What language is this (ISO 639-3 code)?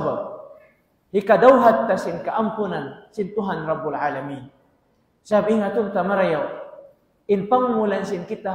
tsg